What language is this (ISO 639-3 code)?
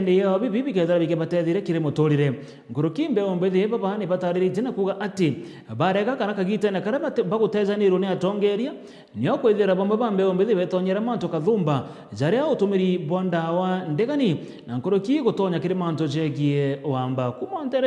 mer